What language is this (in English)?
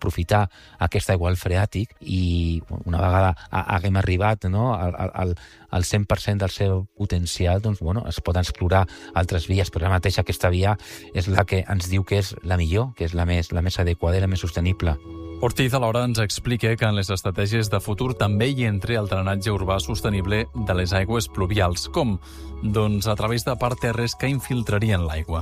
Catalan